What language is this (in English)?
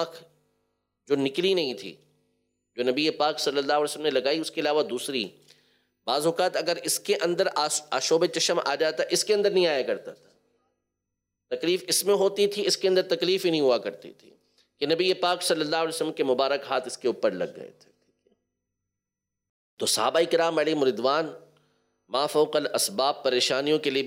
Urdu